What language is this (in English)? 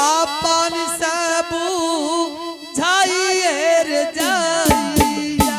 Angika